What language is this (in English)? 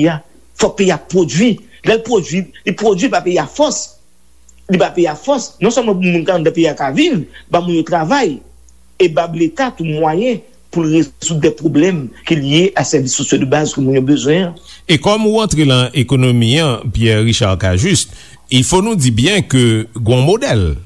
Haitian Creole